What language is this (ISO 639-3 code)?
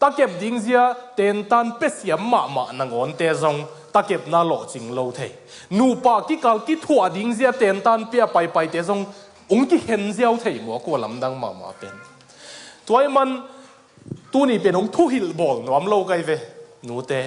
ctd